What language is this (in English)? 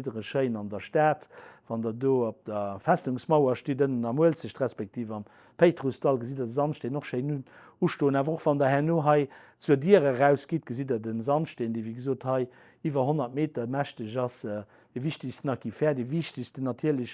Luxembourgish